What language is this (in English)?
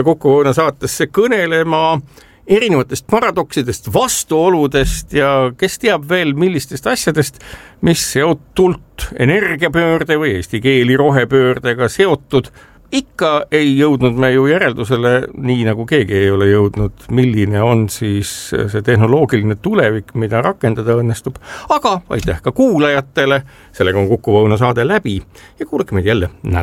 Estonian